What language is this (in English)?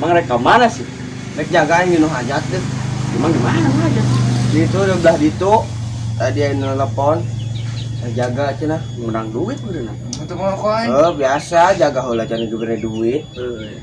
Sundanese